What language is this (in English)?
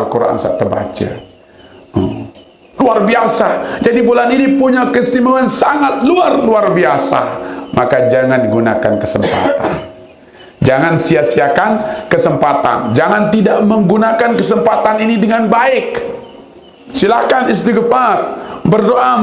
Sasak